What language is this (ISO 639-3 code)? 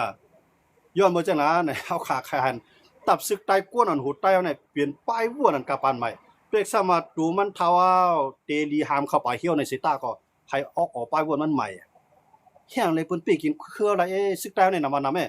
shn